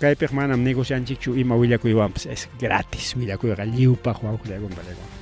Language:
Ayacucho Quechua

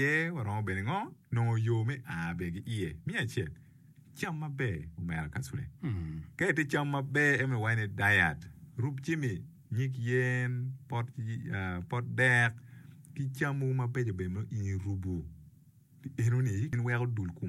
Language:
Acoli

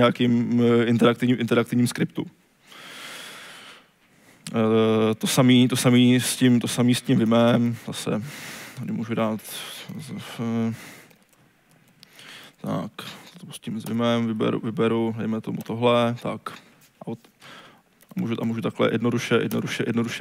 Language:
Czech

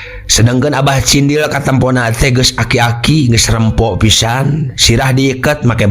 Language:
Sundanese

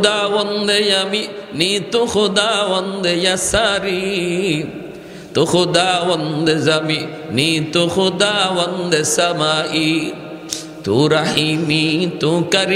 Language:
Bangla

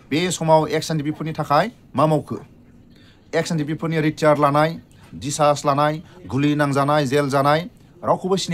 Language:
Bodo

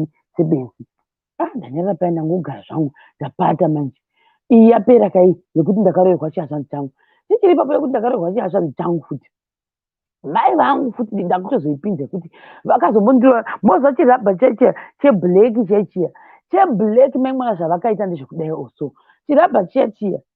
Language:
Shona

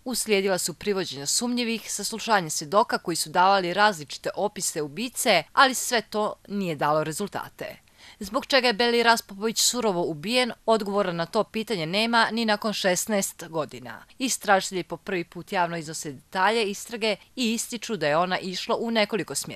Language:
Croatian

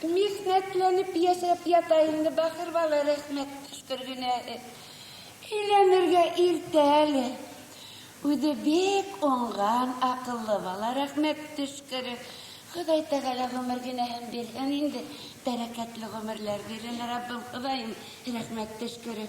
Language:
Bashkir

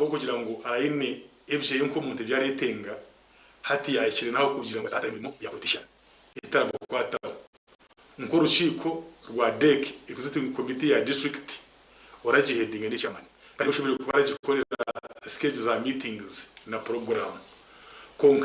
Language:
Nyankole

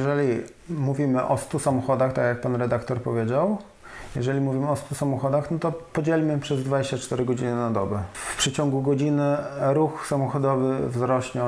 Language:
Polish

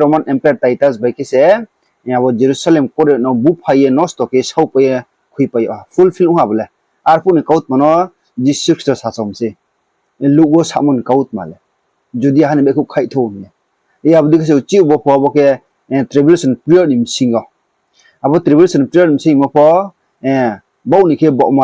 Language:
Riang (India)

